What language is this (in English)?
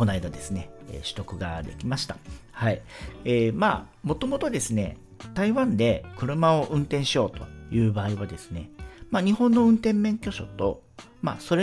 Japanese